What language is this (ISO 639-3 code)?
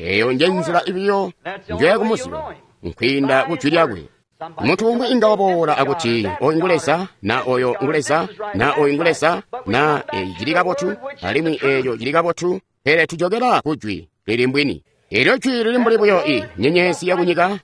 toi